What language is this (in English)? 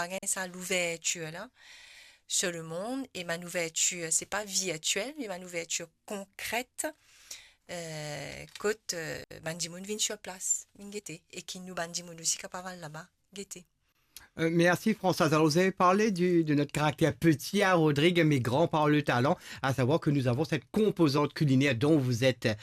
Morisyen